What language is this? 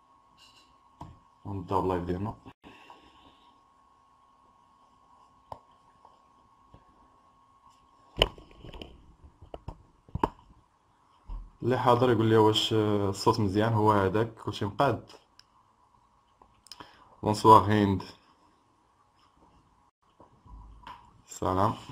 Moroccan Arabic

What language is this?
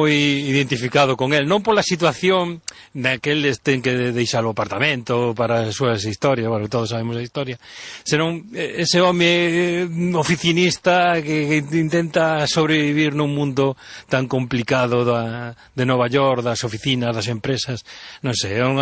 Galician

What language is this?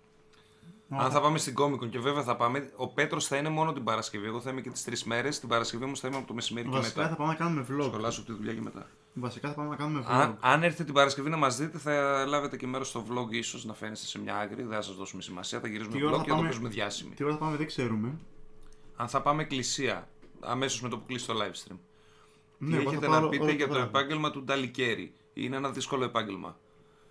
Greek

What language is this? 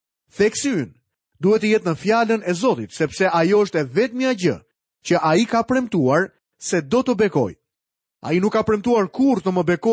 Albanian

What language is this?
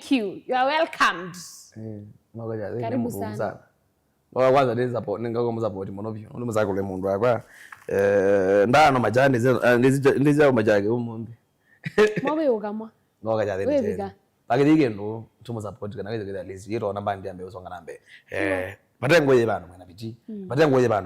Kamba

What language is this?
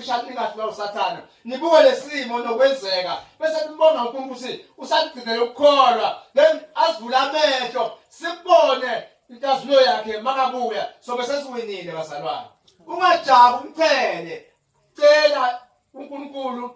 Zulu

